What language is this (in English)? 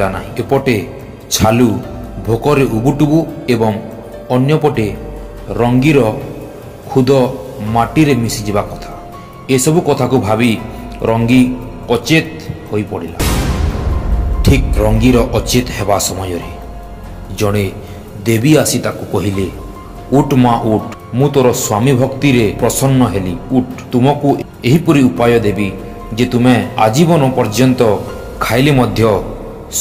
Odia